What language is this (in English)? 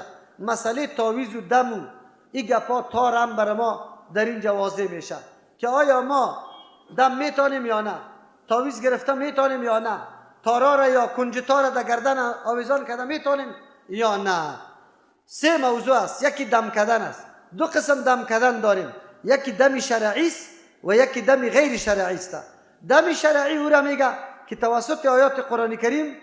Persian